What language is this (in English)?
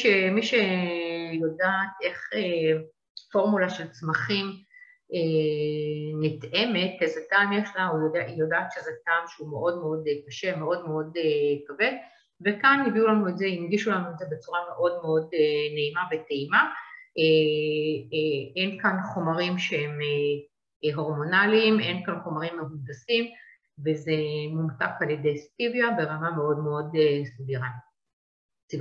Hebrew